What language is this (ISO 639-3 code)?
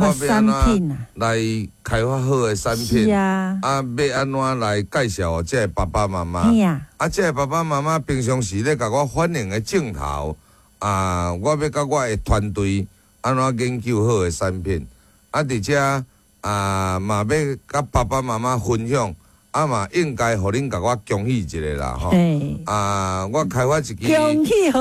nan